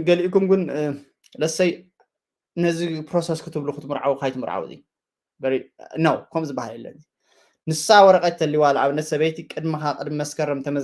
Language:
Tigrinya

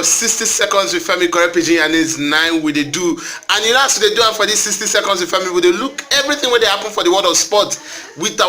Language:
Nigerian Pidgin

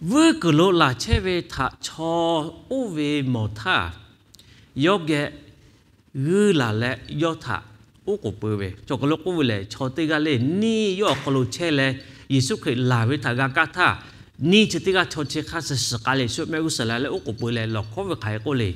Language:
Lahu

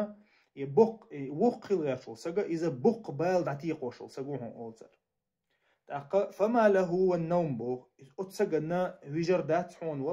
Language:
Chechen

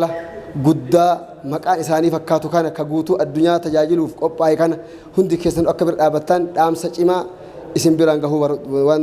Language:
Oromo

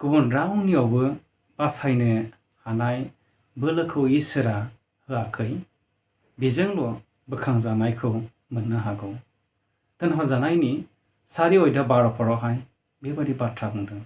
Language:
Bodo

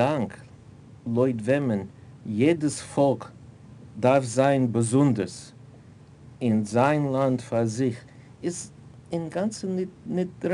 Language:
Yiddish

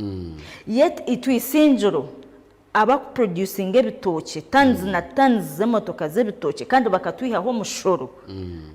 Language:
Nyankole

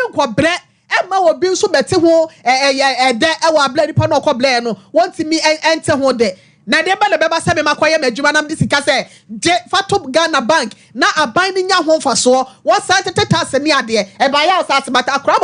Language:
Akan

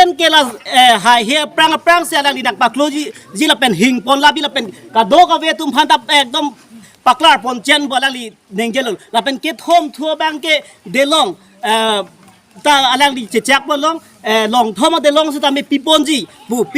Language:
Karbi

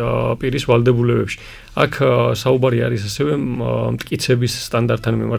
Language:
Georgian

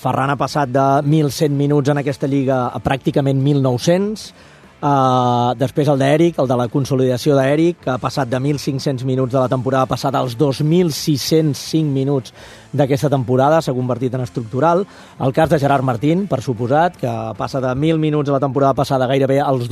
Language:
Catalan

